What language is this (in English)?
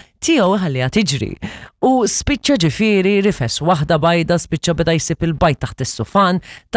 Maltese